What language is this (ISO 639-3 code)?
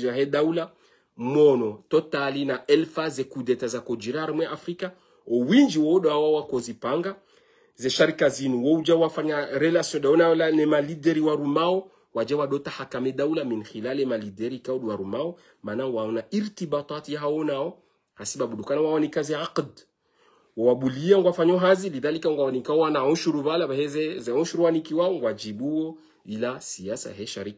zdj